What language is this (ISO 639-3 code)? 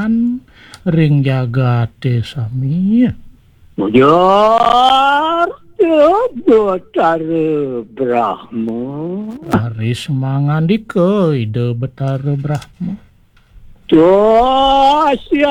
ban